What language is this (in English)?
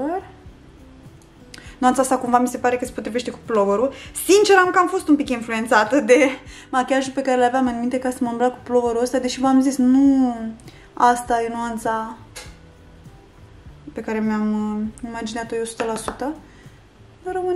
Romanian